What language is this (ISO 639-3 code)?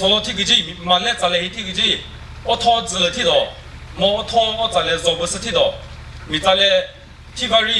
nri